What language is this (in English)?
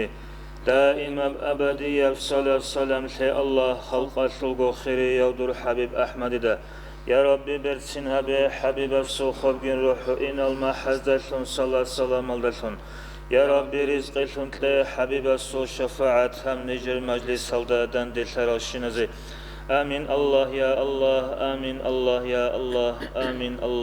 Avaric